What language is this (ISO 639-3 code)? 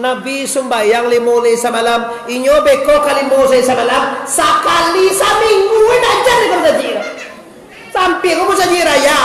min